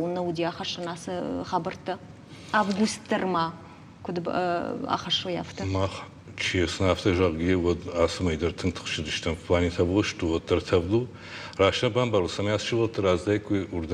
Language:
Ossetic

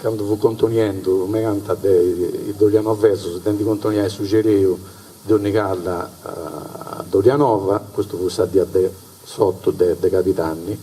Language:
Sardinian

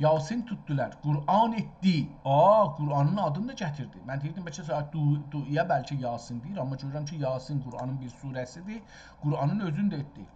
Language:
South Azerbaijani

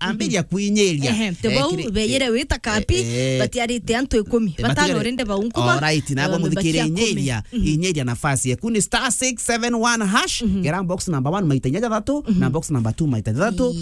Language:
Meru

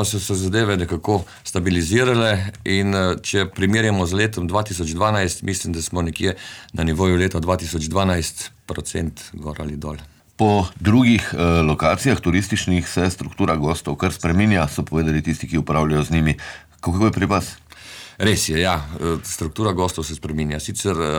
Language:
Slovenian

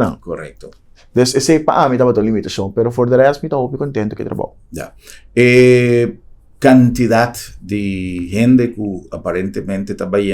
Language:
Papiamento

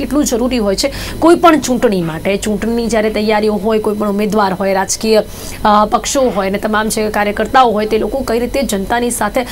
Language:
Gujarati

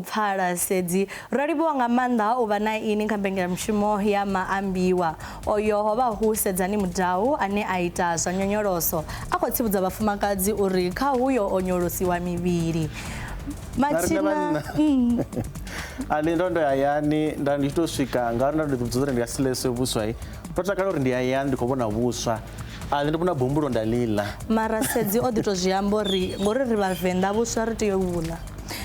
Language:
Venda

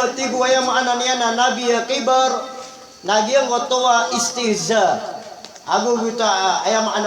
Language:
Maranao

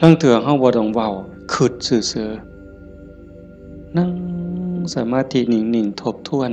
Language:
Northeastern Thai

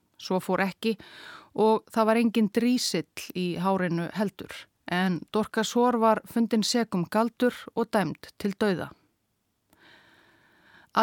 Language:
Icelandic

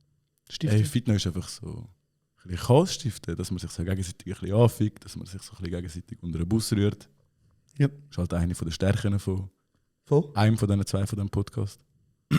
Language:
Swiss German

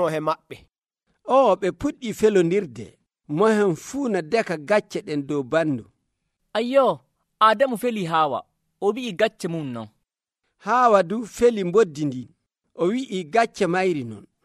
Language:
Nigerian Fulfulde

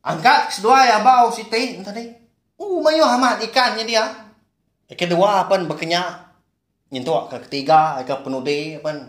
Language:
Iban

